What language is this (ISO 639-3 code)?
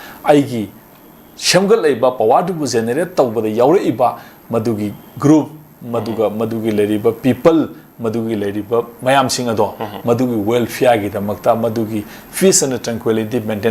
mni